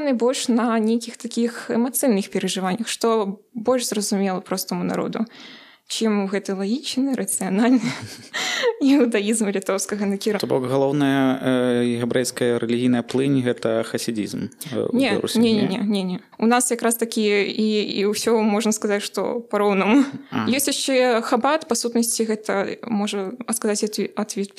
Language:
Belarusian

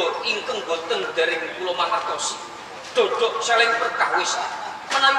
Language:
Javanese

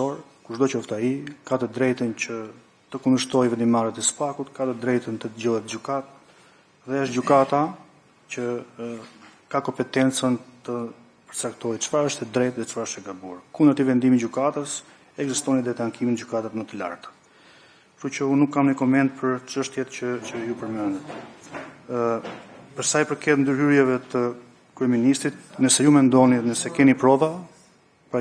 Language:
Albanian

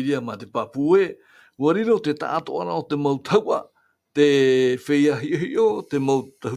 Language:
Tahitian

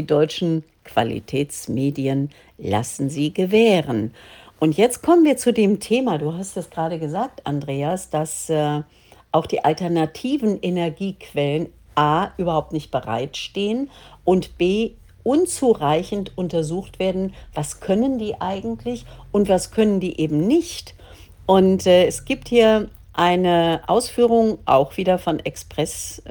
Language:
German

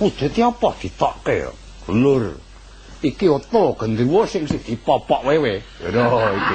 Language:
Javanese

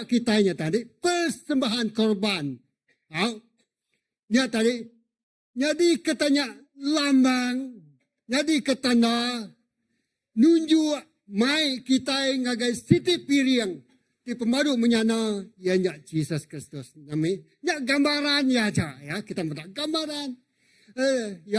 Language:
Iban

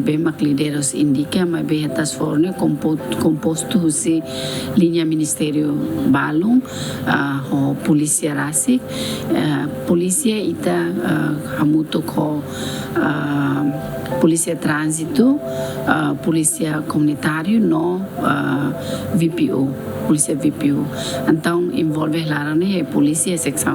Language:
Tetum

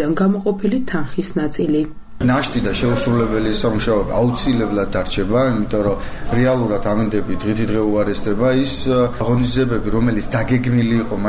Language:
Georgian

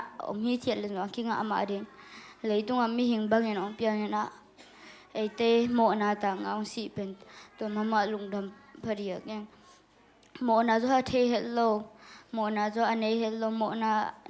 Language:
Tedim Chin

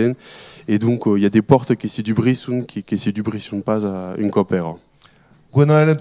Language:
Occitan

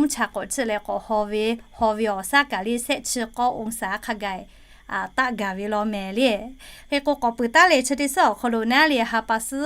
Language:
Lahu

